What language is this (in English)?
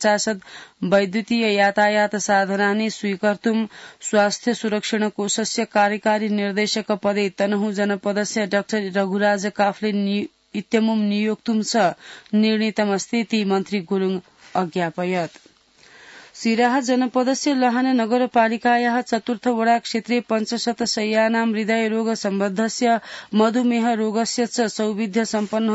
Sanskrit